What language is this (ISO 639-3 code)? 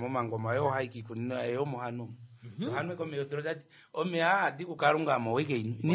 kua